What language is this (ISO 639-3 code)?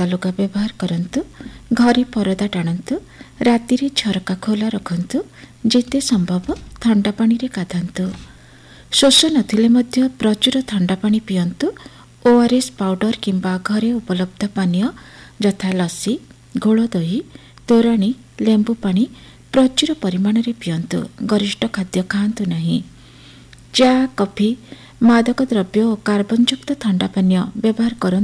ori